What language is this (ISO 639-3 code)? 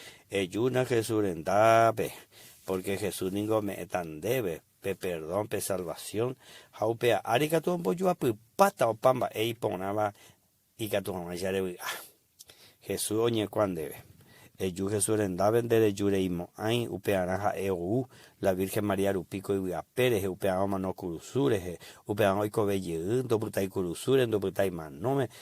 grn